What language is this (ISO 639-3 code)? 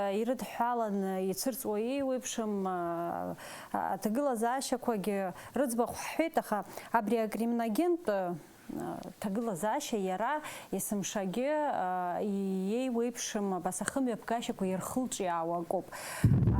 abk